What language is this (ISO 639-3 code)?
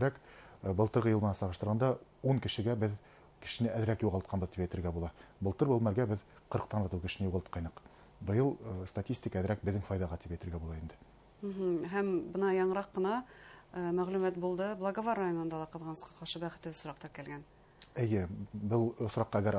bak